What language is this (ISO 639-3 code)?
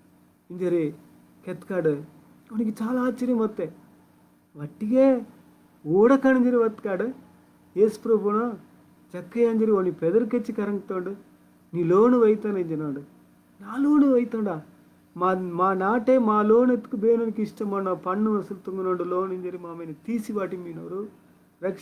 kff